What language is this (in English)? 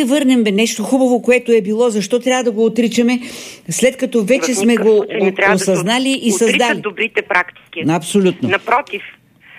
Bulgarian